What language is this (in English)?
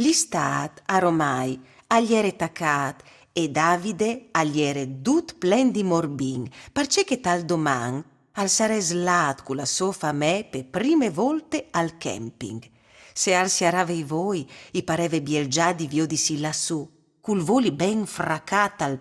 Friulian